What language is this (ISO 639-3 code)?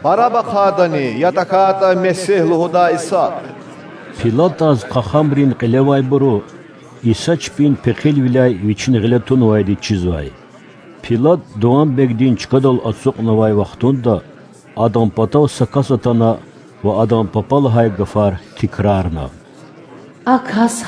lez